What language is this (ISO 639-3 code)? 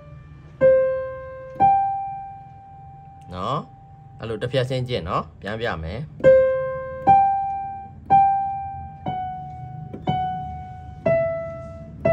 mya